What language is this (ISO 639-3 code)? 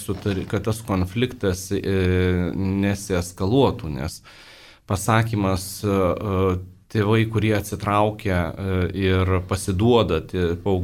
lit